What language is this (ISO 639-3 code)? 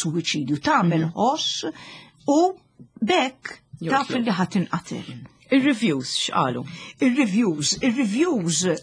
mlt